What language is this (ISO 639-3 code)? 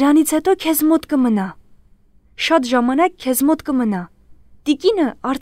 hye